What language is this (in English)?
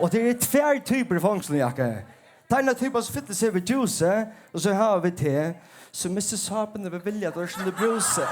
Faroese